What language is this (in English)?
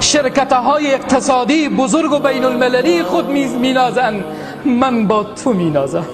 Tajik